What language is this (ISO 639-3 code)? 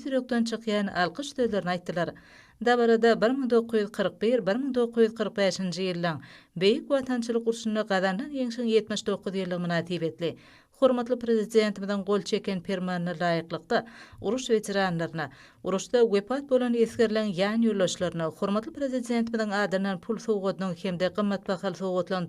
tuk